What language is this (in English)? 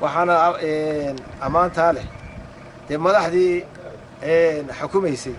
Somali